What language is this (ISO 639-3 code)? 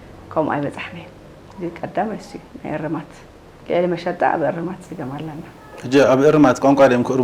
tir